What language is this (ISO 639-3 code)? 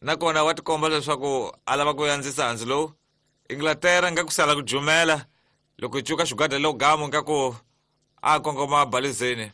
tso